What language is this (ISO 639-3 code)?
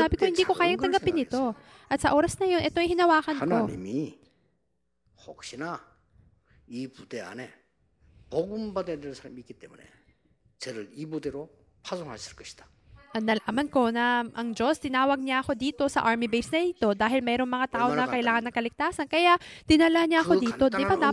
fil